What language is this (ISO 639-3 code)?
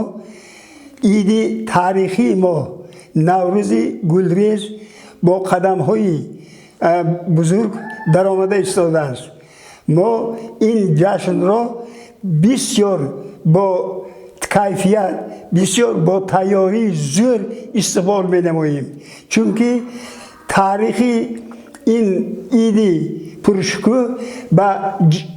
tgk